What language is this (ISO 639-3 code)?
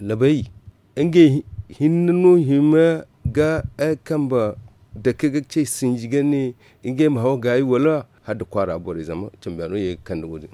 dje